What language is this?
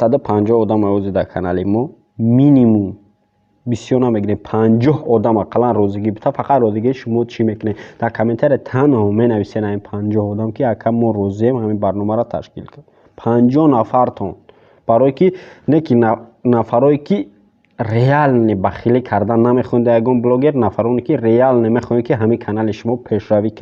Tajik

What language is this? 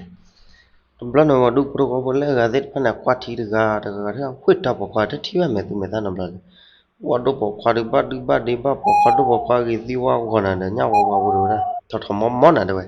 S'gaw Karen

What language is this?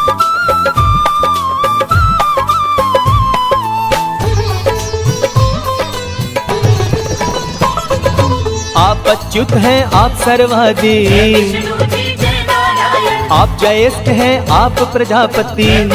Hindi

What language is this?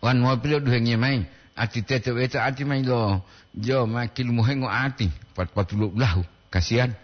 Gorontalo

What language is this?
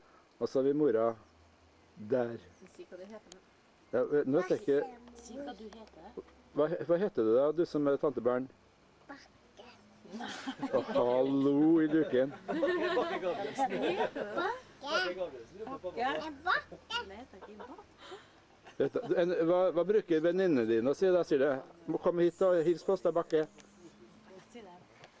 Norwegian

